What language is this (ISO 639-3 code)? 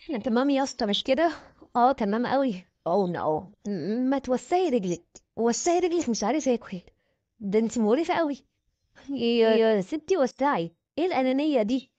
arz